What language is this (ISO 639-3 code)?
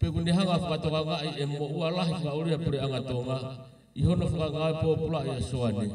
ton